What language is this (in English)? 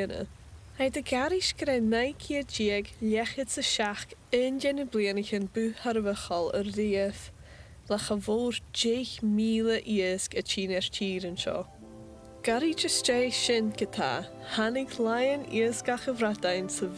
Scottish Gaelic